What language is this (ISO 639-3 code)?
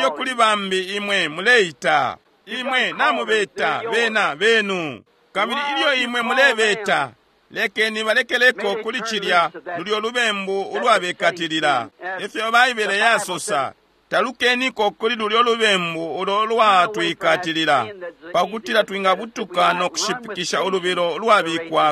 bem